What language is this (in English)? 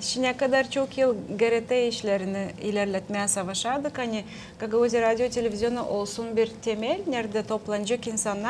Gagauz